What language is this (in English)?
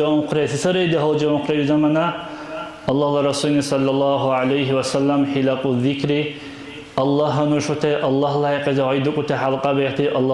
Dargwa